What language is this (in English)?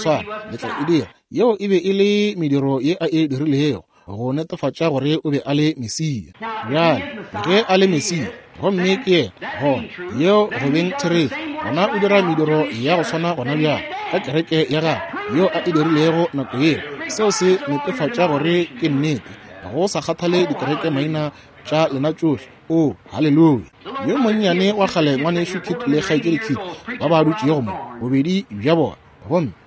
Northern Sotho